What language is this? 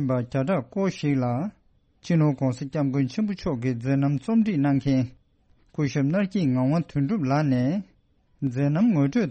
Tibetan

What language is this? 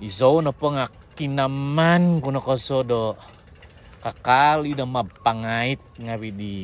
Central Dusun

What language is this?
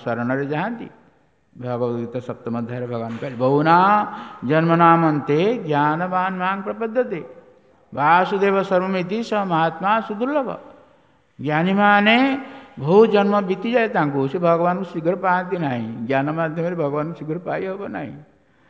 Odia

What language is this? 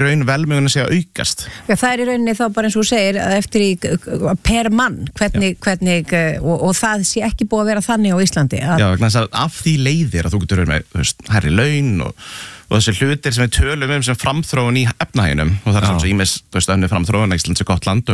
Icelandic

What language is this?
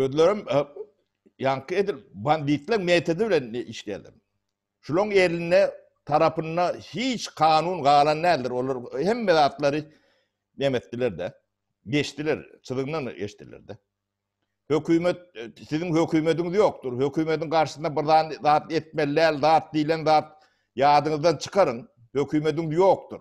Turkmen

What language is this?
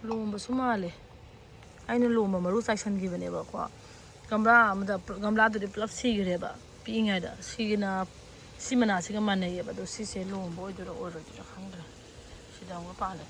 Manipuri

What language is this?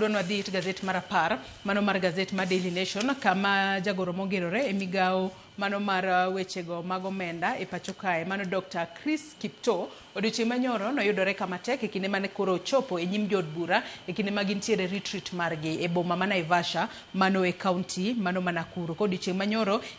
Luo (Kenya and Tanzania)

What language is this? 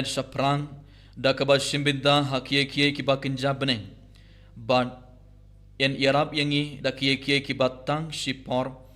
Khasi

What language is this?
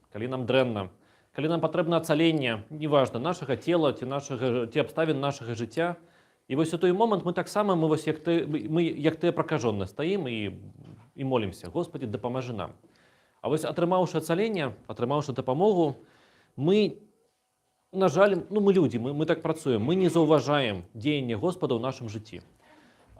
Belarusian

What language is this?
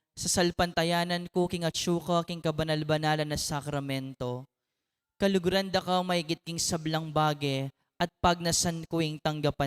Pampanga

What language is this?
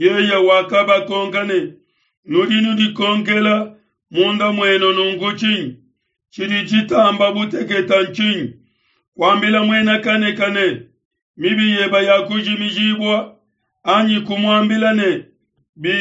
Luba-Lulua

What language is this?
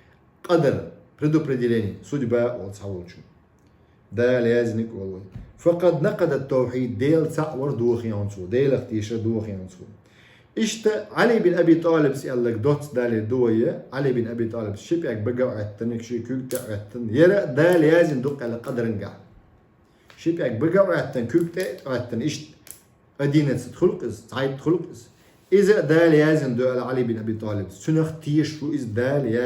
Chechen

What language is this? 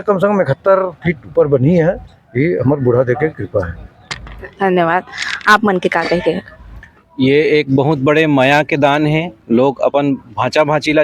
Chhattisgarhi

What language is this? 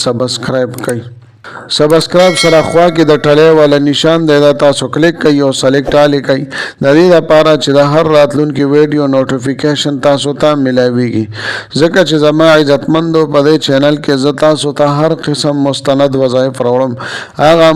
Pashto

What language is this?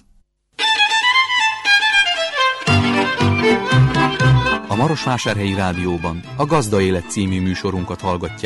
Hungarian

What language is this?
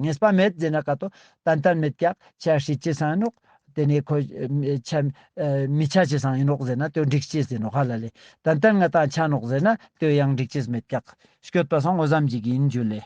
Ladakhi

